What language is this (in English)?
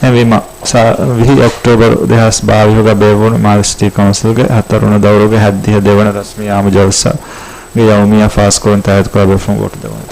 Divehi